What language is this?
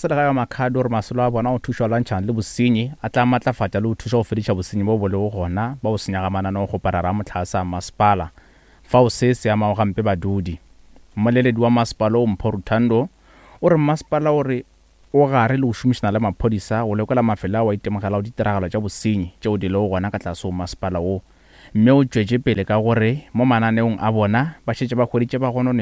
Northern Sotho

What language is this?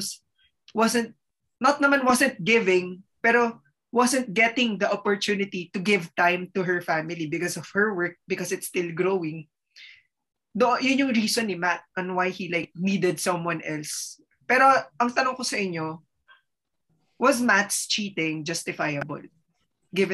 Filipino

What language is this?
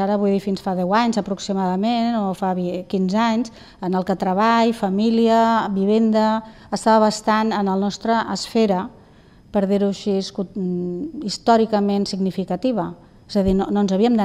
Catalan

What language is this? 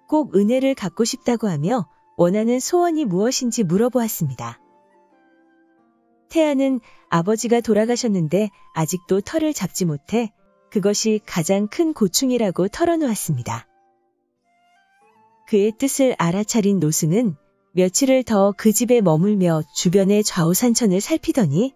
Korean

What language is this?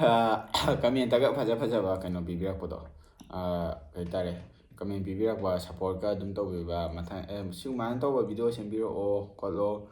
Manipuri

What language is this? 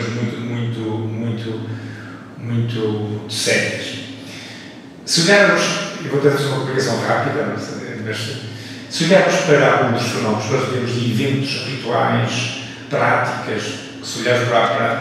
Portuguese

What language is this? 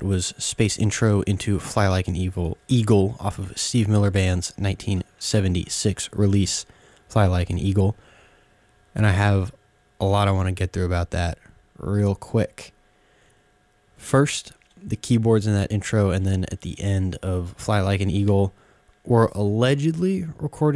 English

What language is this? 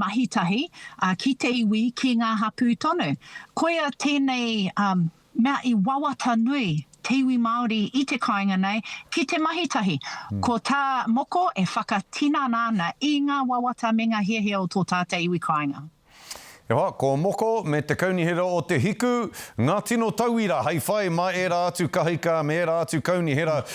Māori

